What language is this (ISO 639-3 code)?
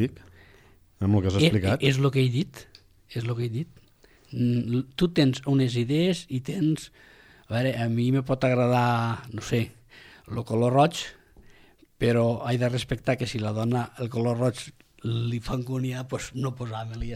cat